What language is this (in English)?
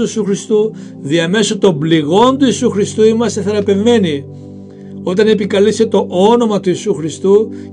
Greek